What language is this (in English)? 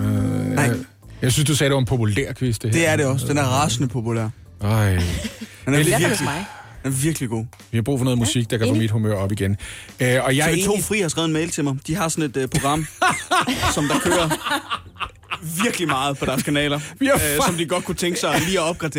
Danish